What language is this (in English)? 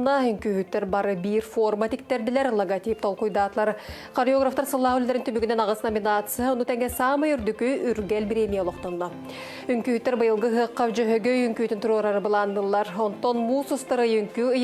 Yakut